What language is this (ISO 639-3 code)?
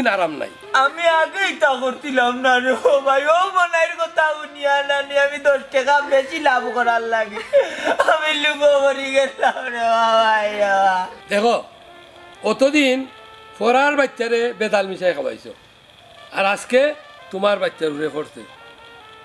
syl